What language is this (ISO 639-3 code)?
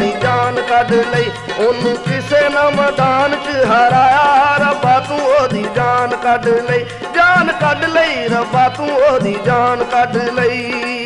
pan